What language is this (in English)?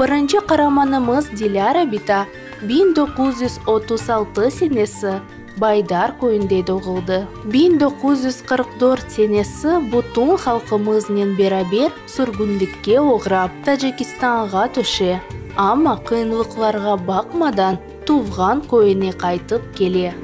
Crimean Tatar